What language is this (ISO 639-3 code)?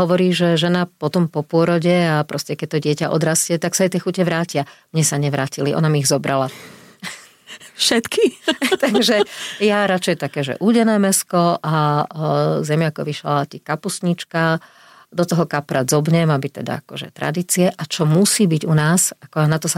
slk